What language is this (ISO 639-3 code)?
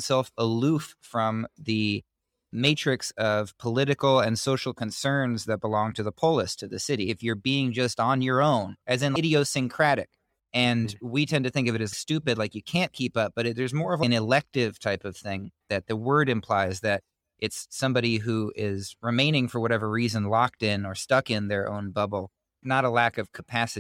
eng